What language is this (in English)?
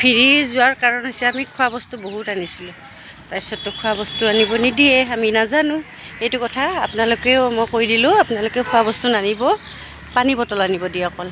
Assamese